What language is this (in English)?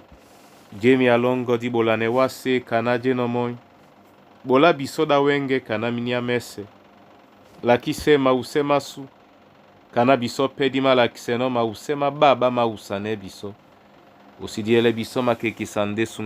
Duala